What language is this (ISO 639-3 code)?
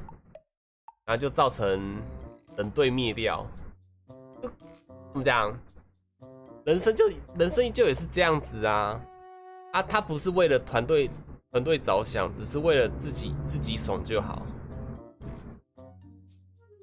zho